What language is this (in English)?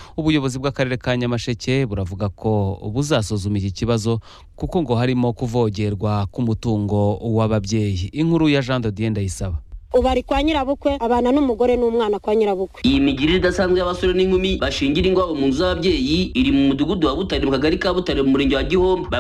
Kinyarwanda